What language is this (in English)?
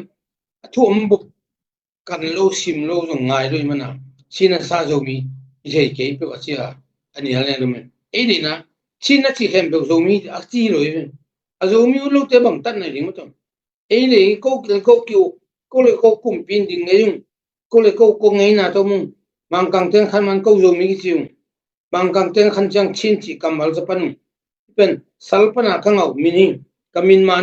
Tedim Chin